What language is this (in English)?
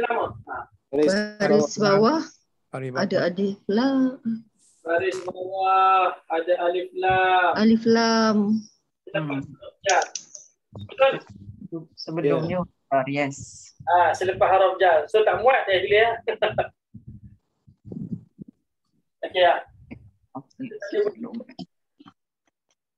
Malay